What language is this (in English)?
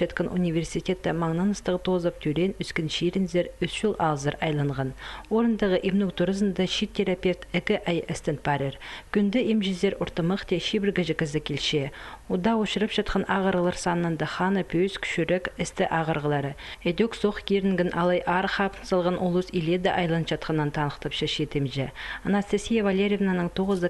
Khakas